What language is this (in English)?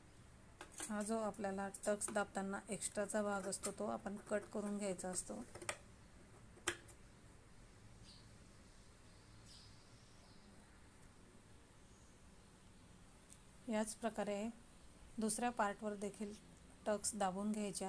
Marathi